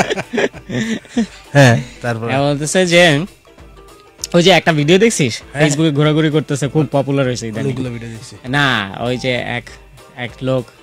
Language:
Bangla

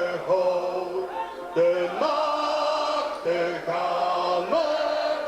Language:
Limburgish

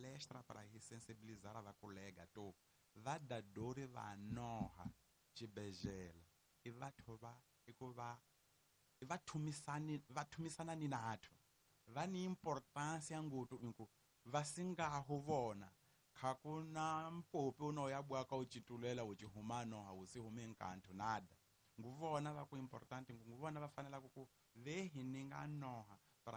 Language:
Tsonga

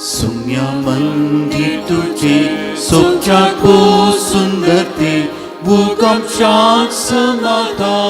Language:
Konkani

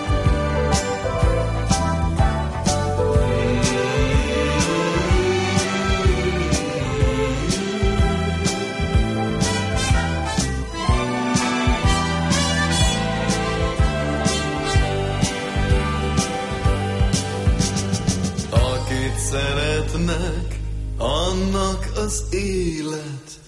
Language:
Hungarian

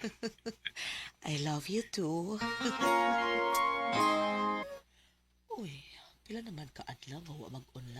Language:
Cebuano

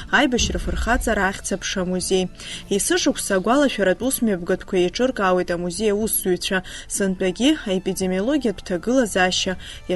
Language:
Abkhazian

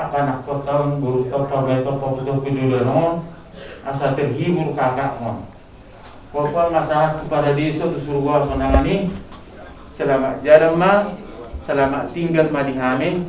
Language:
Batak Toba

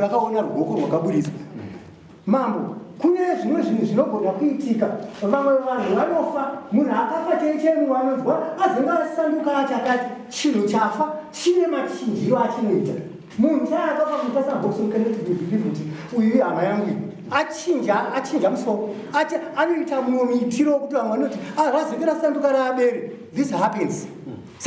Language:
Shona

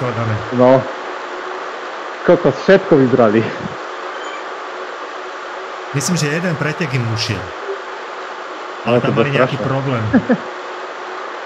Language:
Slovak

